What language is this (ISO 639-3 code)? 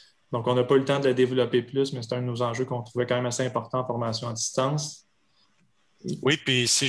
fra